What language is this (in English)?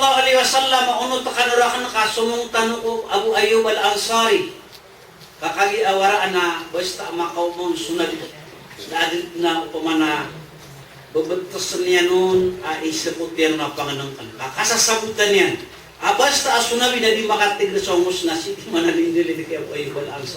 Maranao